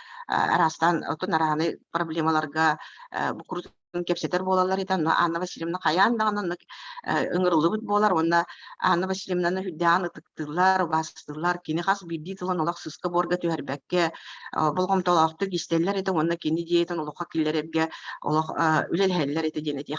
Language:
Yakut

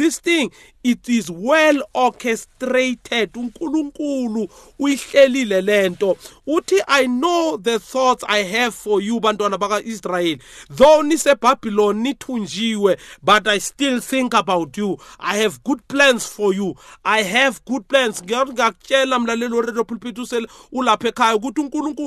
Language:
South Ndebele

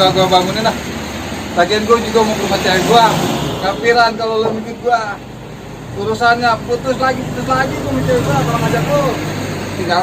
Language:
Betawi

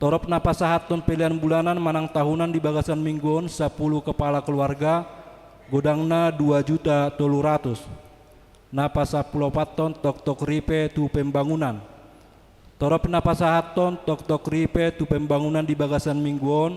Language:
Batak Toba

